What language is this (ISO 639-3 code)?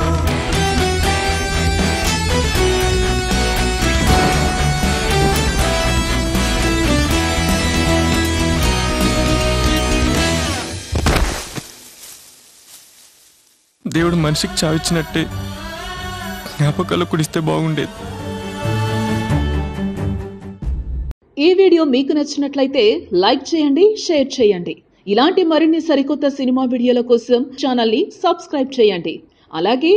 tel